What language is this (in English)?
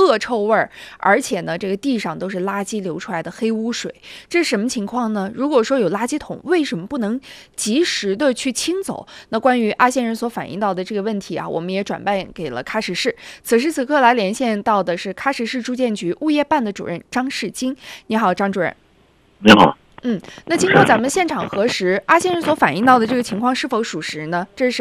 Chinese